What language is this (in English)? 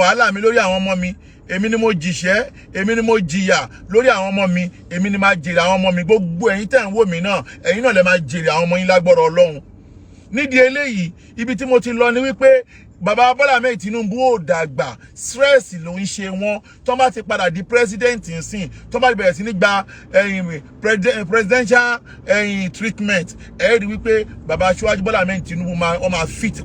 Yoruba